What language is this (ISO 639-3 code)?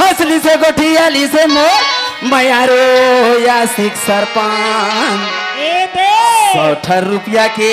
hne